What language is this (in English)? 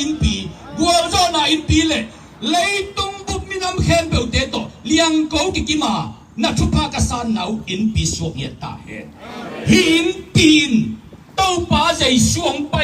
Tedim Chin